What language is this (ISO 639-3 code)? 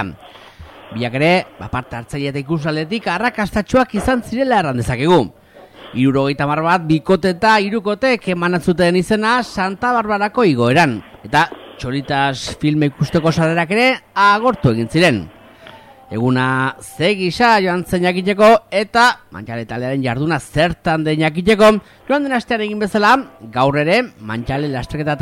eus